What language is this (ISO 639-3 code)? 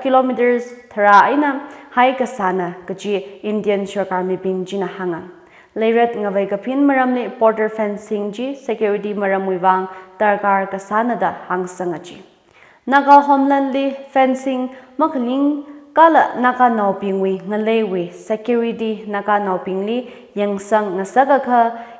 nmf